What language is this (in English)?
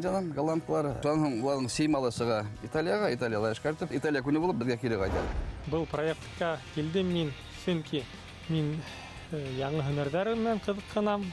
Bashkir